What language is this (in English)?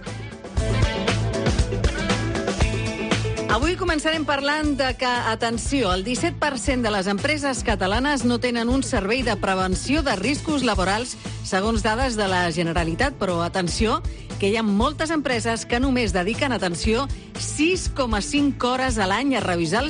Catalan